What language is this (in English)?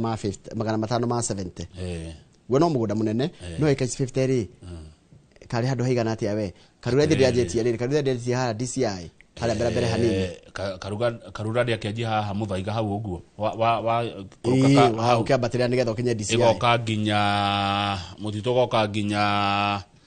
Kikuyu